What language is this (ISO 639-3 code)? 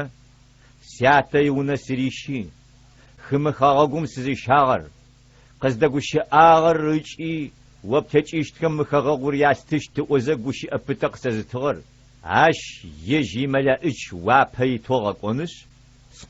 ady